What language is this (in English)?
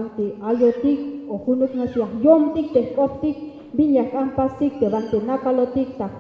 Tzeltal